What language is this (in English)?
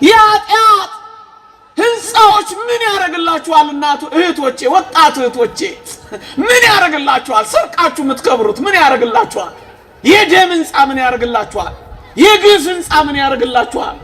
Amharic